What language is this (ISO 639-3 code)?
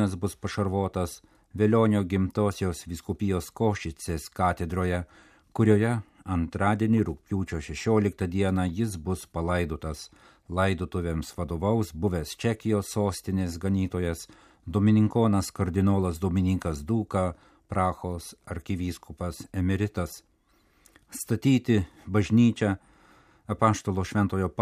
lit